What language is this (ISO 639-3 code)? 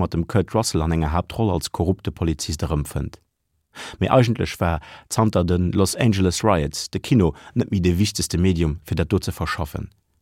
ltz